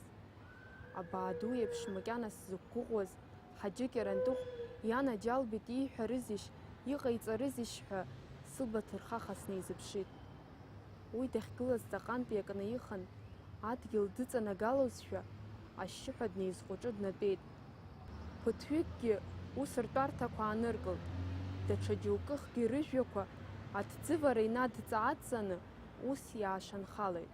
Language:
Abkhazian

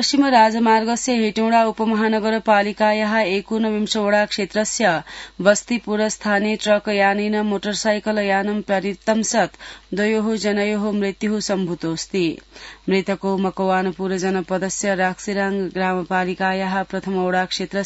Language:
Sanskrit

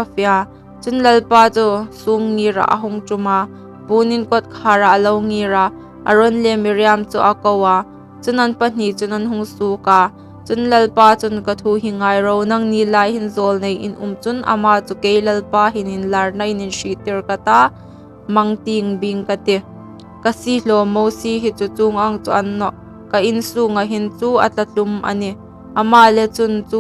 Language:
Hmar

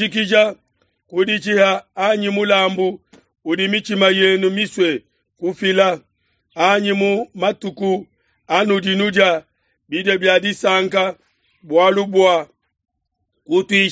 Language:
Luba-Lulua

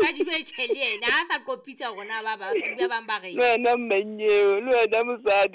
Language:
Southern Sotho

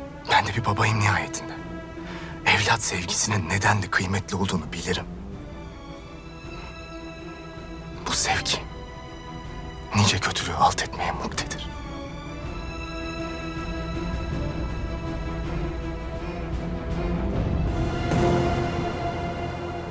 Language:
Turkish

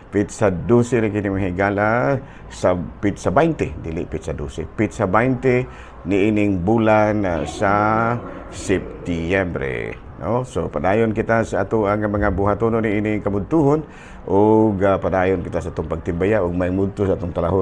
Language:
Cebuano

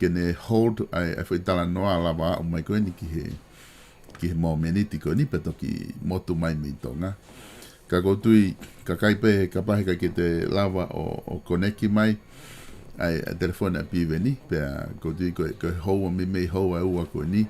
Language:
Tongan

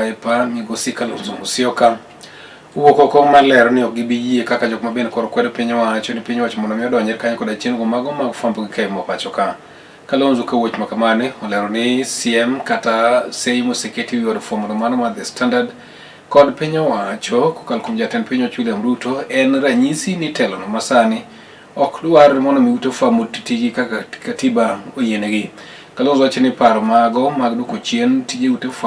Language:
Luo (Kenya and Tanzania)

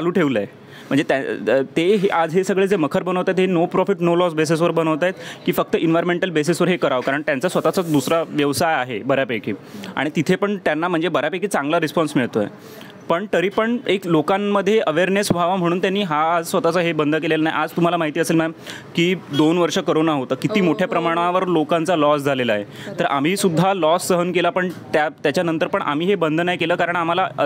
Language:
Marathi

